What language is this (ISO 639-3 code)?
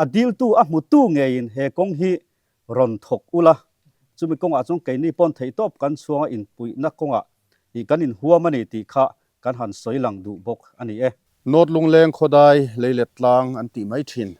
lus